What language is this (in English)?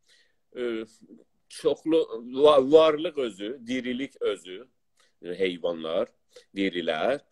South Azerbaijani